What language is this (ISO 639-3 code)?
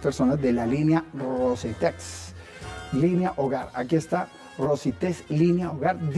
spa